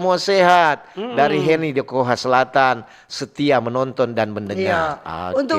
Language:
Manado Malay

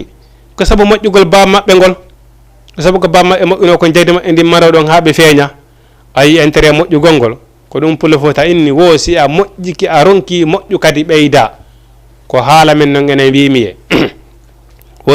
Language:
Fula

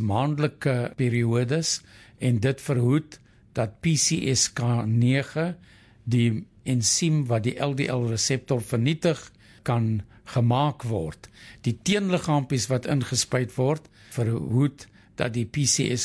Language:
Afrikaans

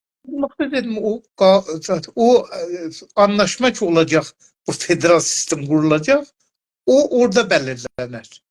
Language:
South Azerbaijani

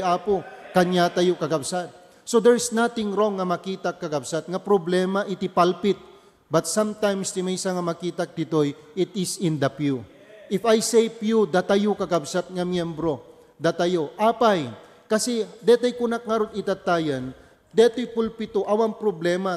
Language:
Iloko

